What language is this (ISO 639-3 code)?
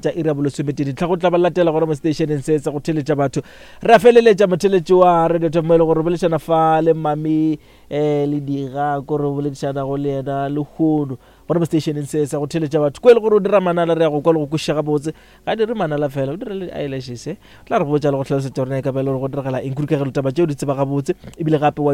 nso